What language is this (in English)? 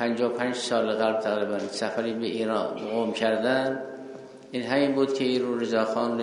Persian